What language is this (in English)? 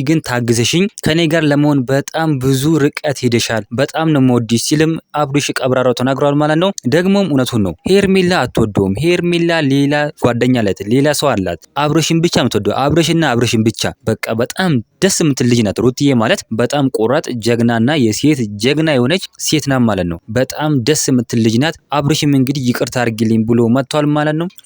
Amharic